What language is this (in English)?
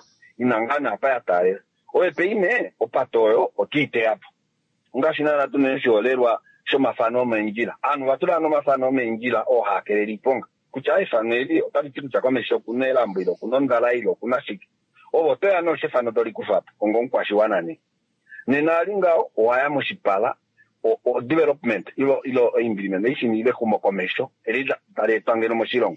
Kuanyama